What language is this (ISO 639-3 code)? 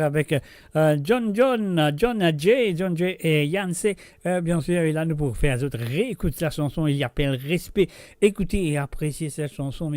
mfe